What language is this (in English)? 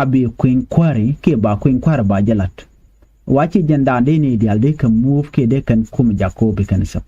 Nuer